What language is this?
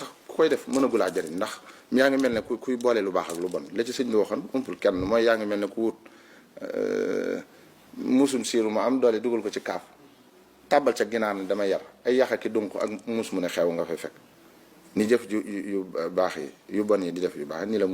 Wolof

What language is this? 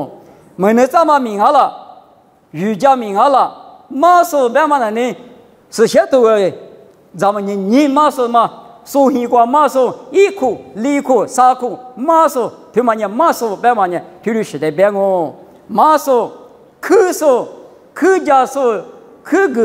Lisu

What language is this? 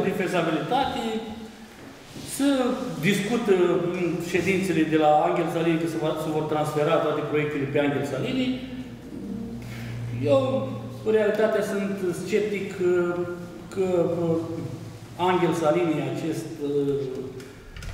Romanian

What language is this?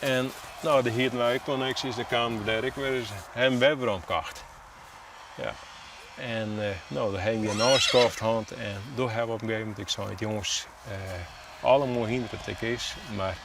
Western Frisian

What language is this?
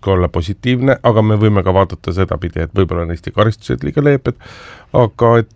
Estonian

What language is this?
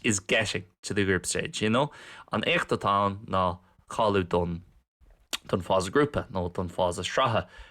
Irish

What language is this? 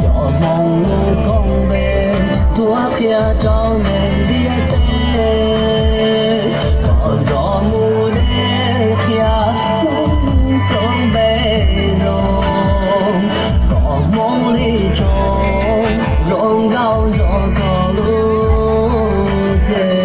Hmong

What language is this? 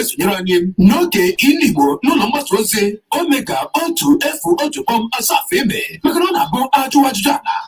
Igbo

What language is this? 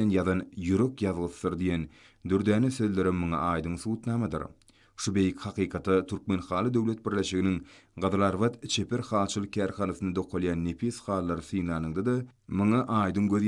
Turkmen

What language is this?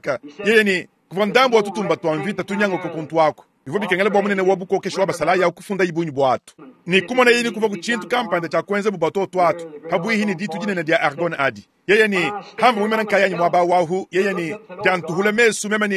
Luba-Lulua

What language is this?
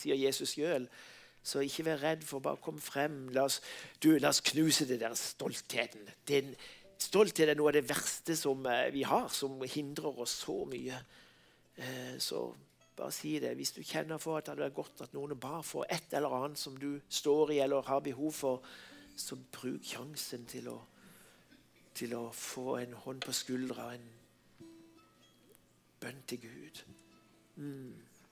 Norwegian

